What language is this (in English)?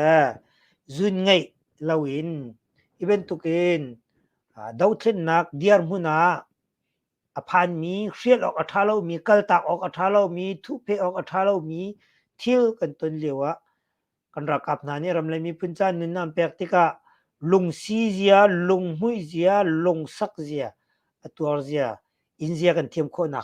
Hakha Chin